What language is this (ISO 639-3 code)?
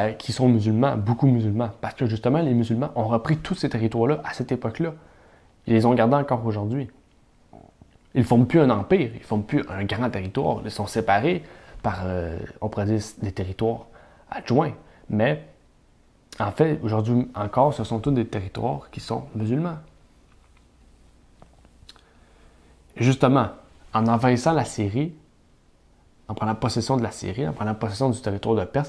fra